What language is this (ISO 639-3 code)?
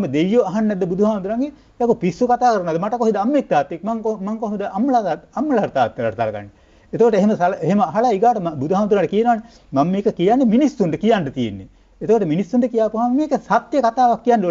sin